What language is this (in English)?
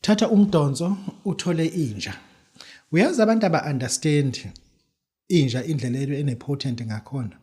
Zulu